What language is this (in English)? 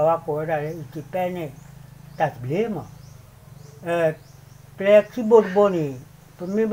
S'gaw Karen